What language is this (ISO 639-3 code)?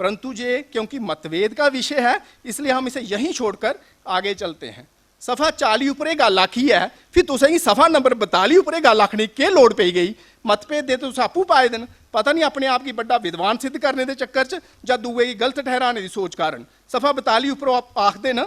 doi